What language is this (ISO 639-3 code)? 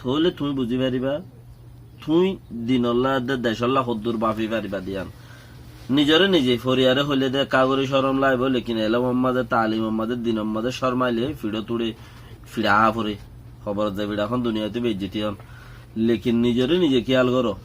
rhg